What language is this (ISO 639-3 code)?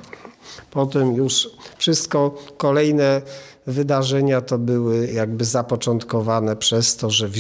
pol